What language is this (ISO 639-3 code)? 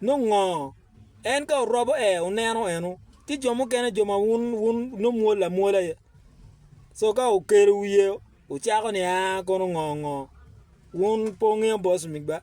ach